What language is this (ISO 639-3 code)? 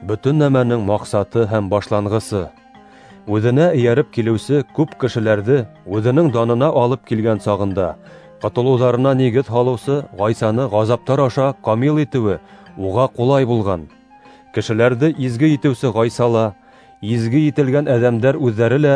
bak